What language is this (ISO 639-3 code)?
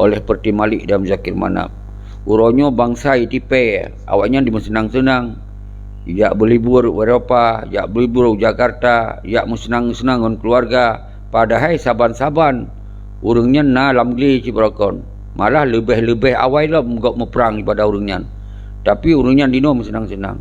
ace